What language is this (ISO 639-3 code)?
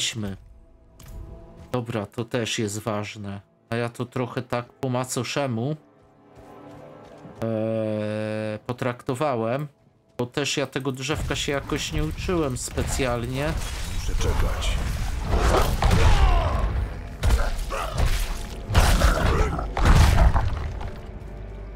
pol